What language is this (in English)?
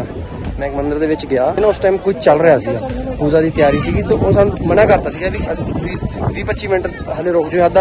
Punjabi